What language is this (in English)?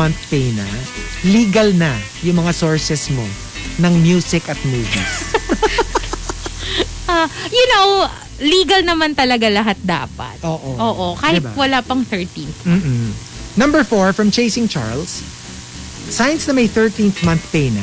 Filipino